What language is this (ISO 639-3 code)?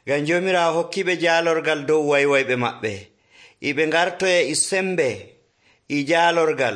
fuv